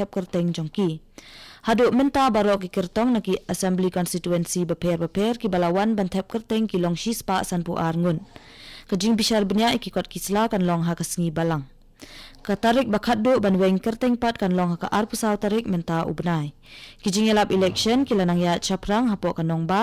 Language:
Khasi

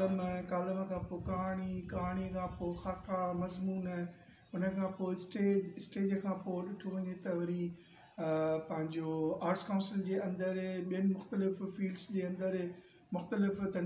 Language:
Sindhi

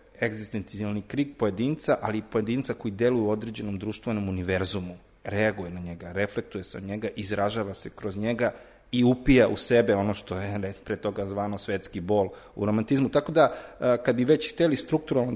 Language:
Serbian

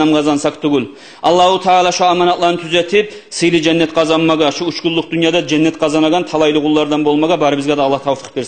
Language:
Kumyk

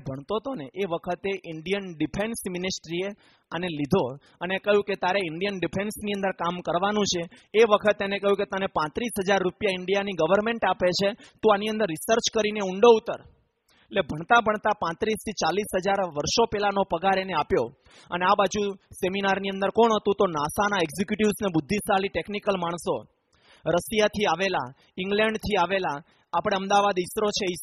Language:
Gujarati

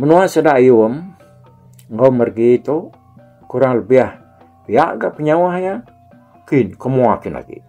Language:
Iban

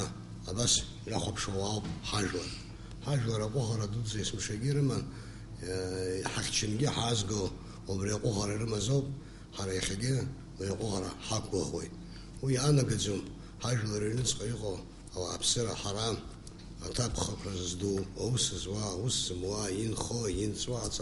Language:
Abkhazian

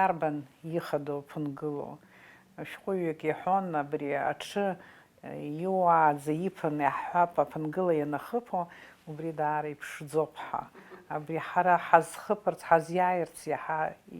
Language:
Abkhazian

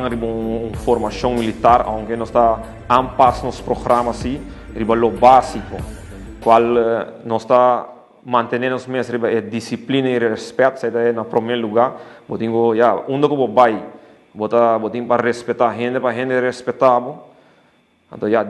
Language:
Papiamento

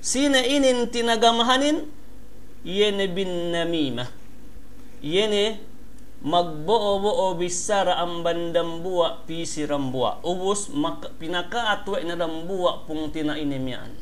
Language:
Yakan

